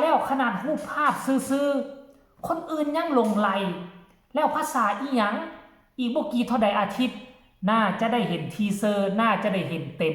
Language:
Northeastern Thai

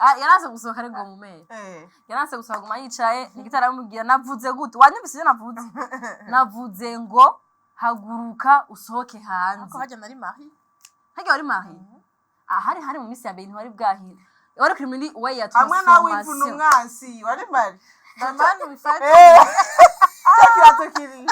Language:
Rundi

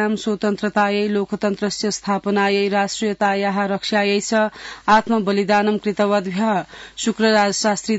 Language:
Sanskrit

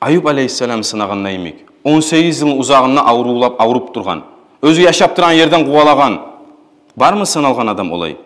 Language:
Kumyk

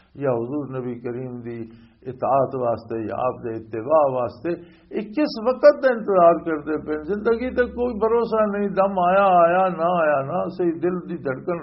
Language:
Western Panjabi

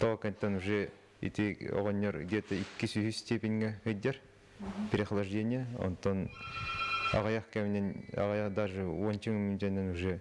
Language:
Yakut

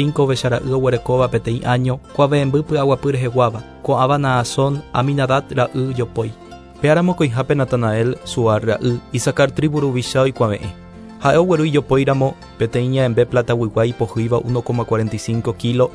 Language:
Guarani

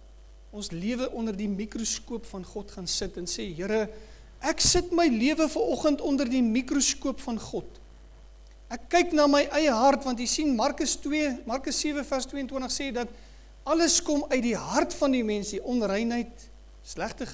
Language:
Afrikaans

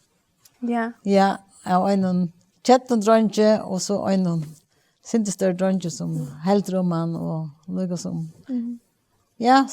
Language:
Faroese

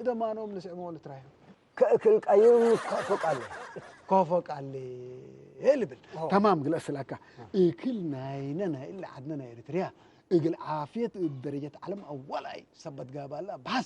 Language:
Tigre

